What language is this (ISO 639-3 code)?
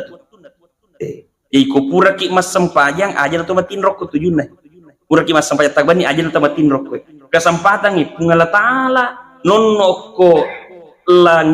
bug